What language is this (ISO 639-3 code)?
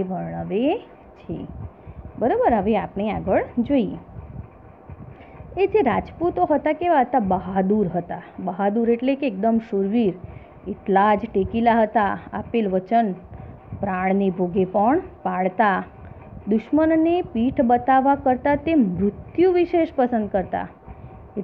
guj